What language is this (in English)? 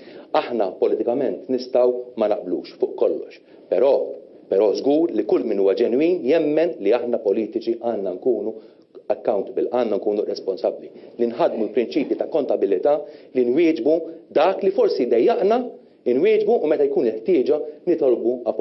Maltese